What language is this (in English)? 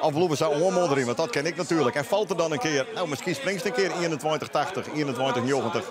Western Frisian